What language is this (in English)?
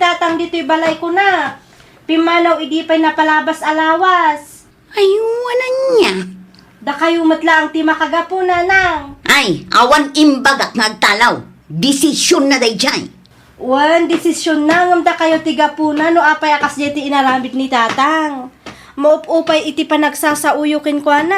Iloko